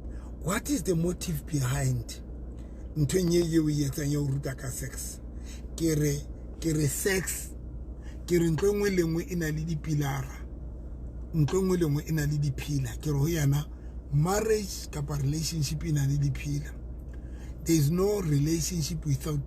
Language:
Southern Sotho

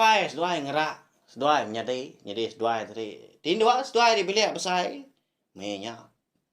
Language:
Iban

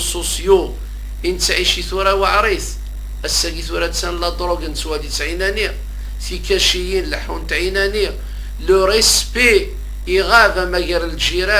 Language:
Kabyle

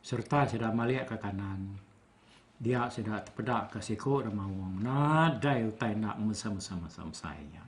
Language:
Iban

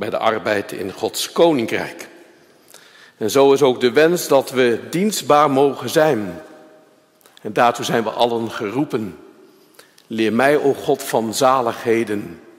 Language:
Dutch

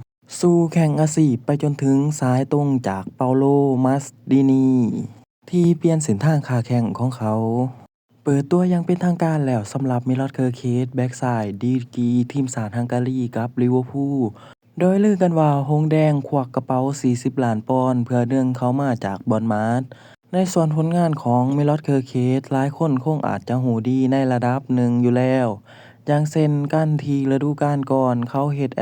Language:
Lao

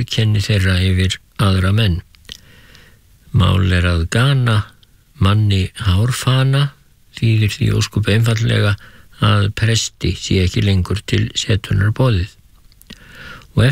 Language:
Icelandic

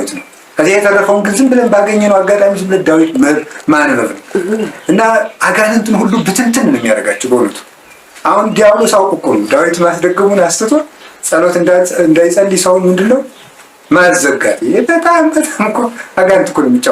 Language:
Amharic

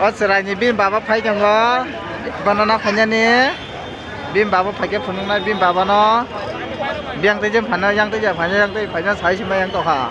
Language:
Kok Borok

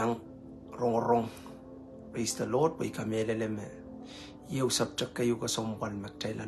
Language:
Pohnpeian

